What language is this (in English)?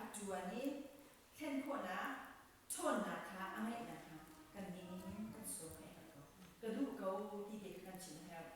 Hakha Chin